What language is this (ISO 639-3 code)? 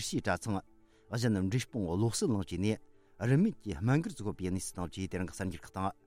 bod